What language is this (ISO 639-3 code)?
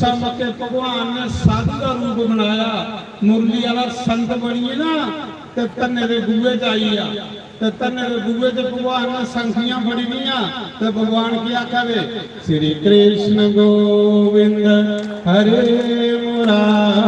doi